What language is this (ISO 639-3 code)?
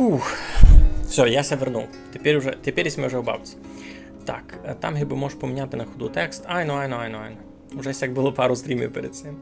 rue